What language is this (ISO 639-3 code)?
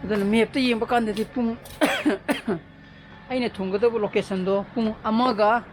mni